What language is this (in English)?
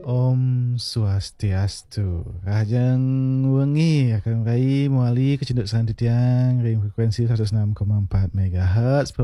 Balinese